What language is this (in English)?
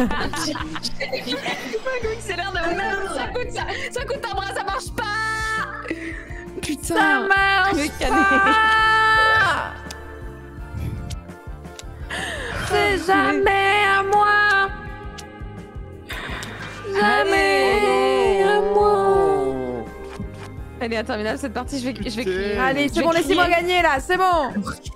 French